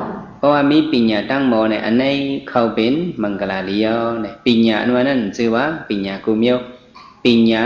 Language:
Shan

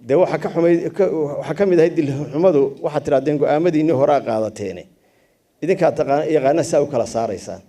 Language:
Somali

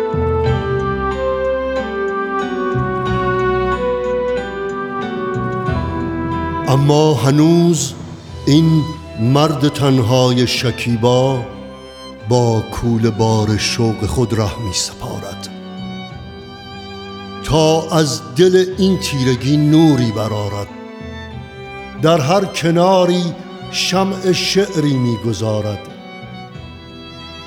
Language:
Persian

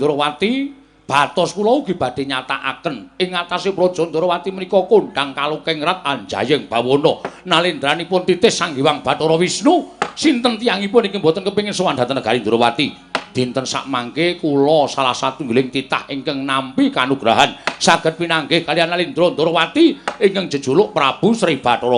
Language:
Javanese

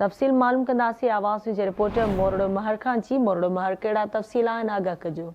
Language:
Sindhi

